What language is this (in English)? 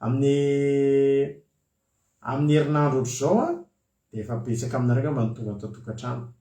Malagasy